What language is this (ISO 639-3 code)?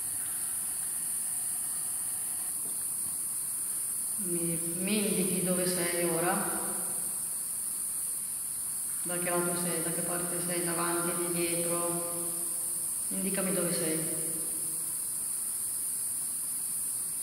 ita